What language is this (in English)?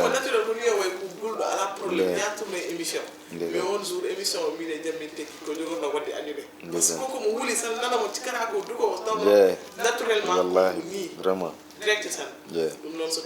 Fula